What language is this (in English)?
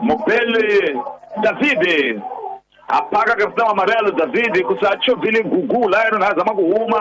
Tsonga